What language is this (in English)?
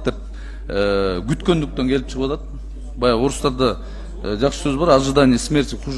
Kyrgyz